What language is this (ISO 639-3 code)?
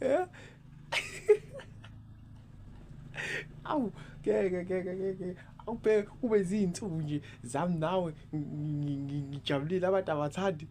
zul